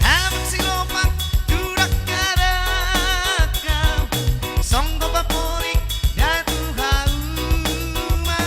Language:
Batak Toba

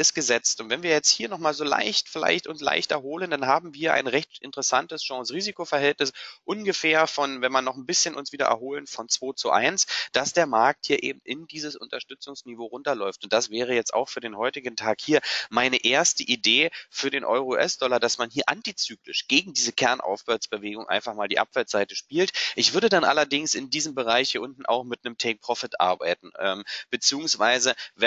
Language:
German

